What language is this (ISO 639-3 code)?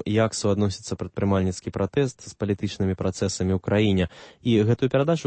bel